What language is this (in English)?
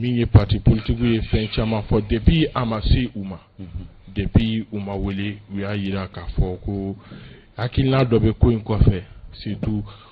Bambara